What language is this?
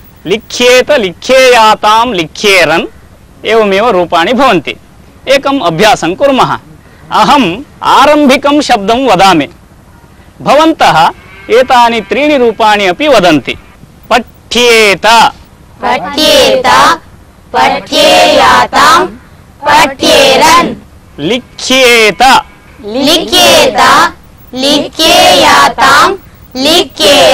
Sanskrit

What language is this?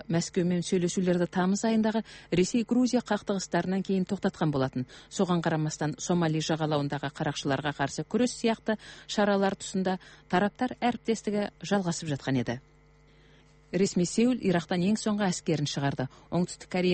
Kazakh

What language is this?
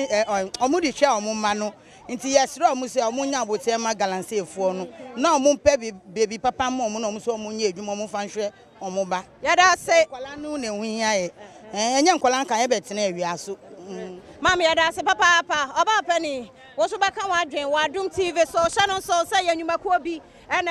Akan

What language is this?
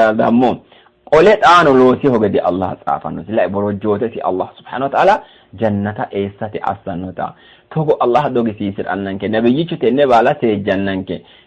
Sidamo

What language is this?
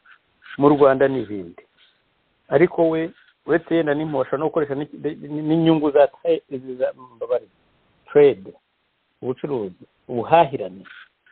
Kinyarwanda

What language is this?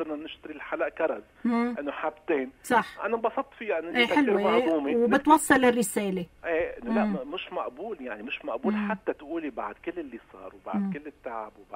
North Levantine Arabic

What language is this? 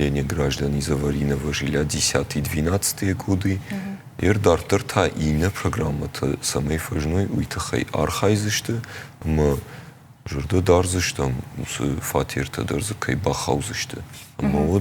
Ossetic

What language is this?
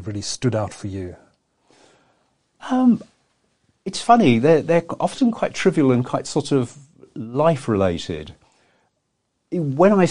English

